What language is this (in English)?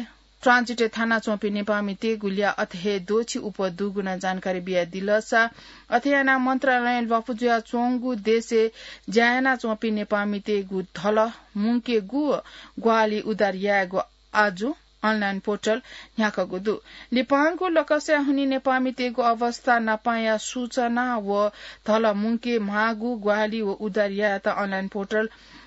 Newari